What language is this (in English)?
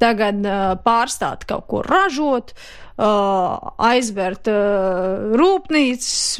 Latvian